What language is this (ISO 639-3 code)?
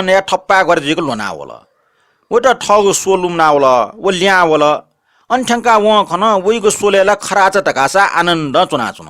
new